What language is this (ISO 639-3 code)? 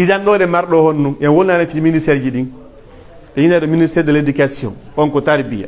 fuf